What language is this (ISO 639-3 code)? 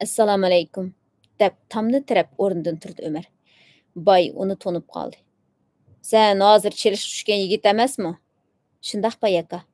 uig